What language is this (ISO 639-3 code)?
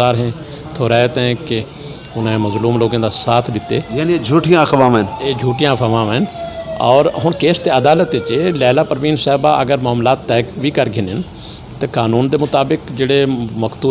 skr